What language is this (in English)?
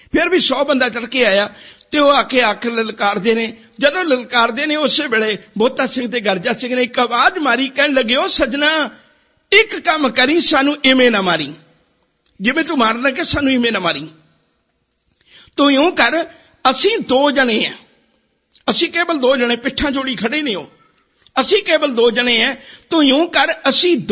Punjabi